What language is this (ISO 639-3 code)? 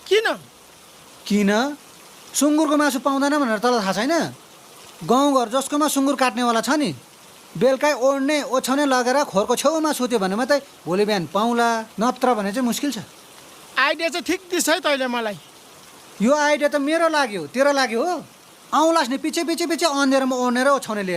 nep